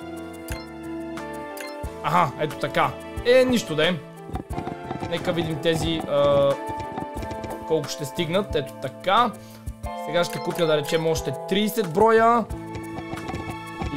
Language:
Bulgarian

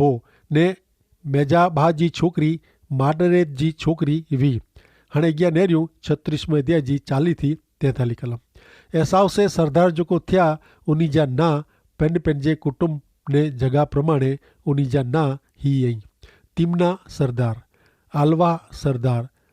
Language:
Kachhi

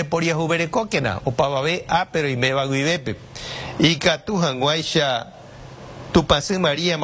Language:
Guarani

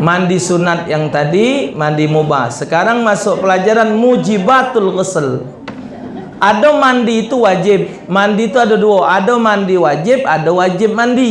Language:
Musi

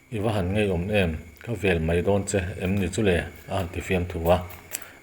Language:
Mizo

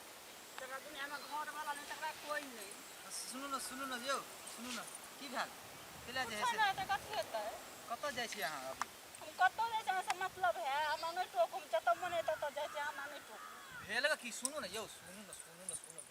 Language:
Maithili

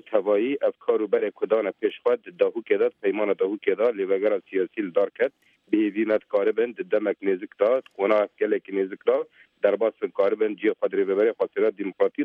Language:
Kurdish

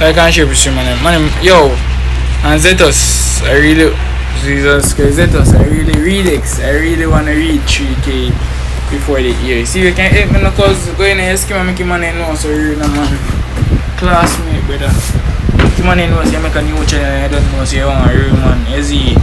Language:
Jamaican Creole English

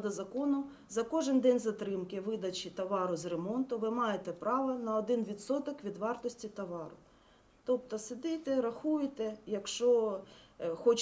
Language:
Ukrainian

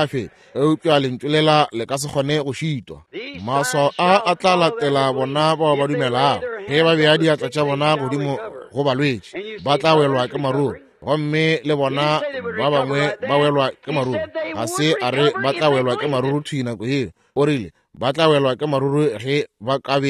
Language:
Northern Sotho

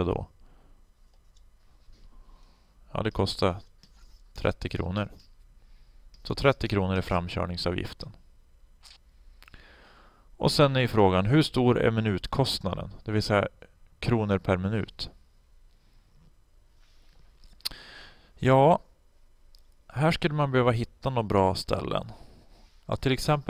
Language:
Swedish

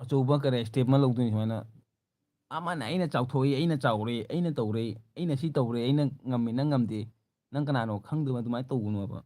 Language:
Manipuri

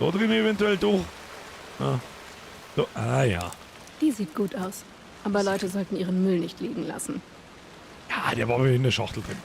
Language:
Bavarian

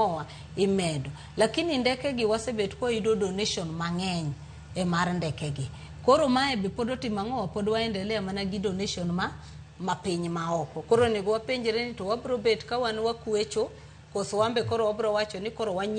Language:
Luo (Kenya and Tanzania)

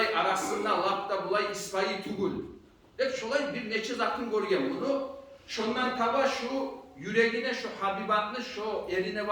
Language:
Kumyk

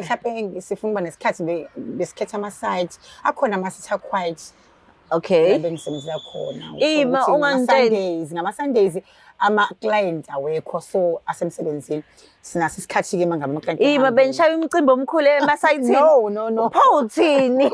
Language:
Zulu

